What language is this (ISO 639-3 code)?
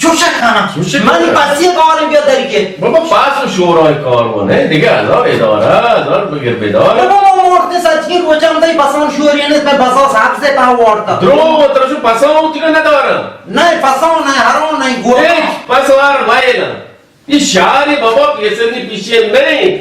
bal